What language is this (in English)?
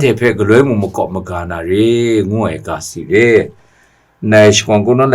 Kachin